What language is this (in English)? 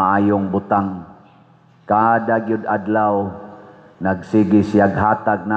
Cebuano